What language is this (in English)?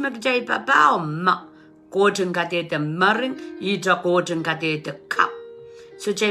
Pohnpeian